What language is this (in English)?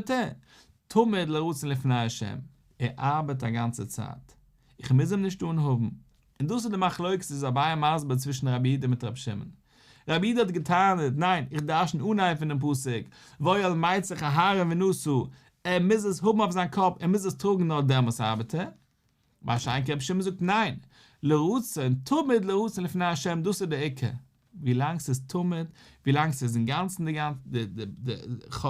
Yiddish